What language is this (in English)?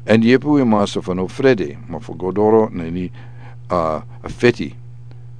Sranan Tongo